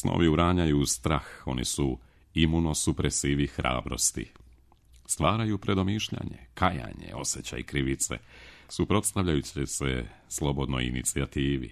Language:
Serbian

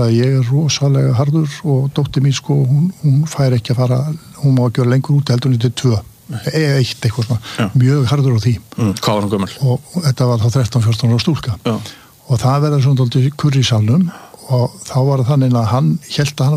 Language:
Icelandic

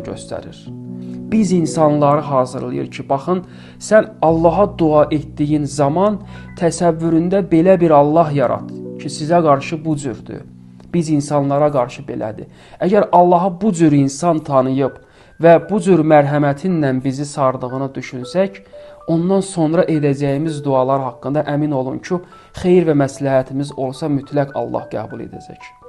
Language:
Azerbaijani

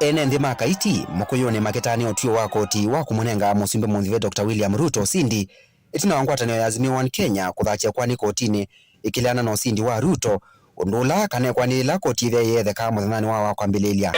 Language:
Kamba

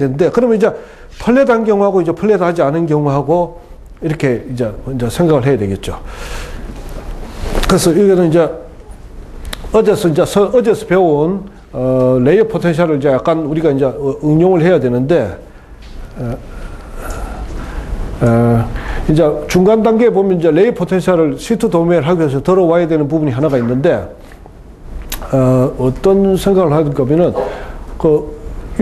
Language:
Korean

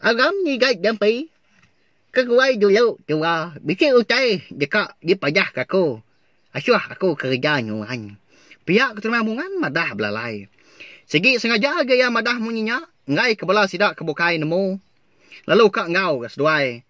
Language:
Iban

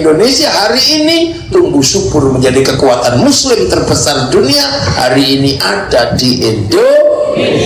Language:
Javanese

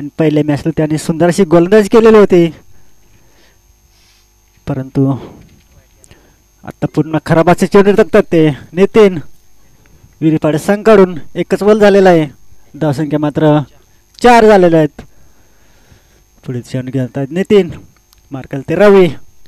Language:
Marathi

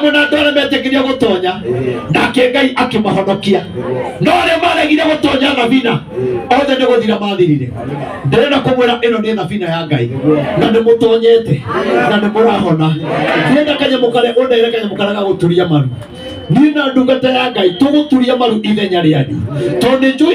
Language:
Kikuyu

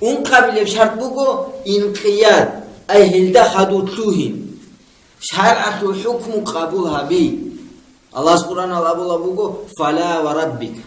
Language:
Avaric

